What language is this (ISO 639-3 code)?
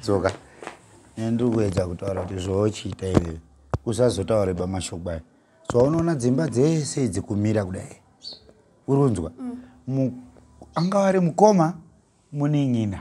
sna